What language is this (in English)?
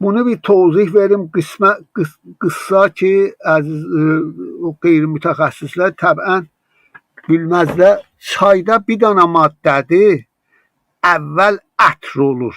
South Azerbaijani